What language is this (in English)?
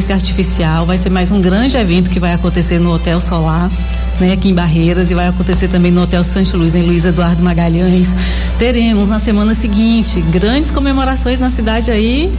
Portuguese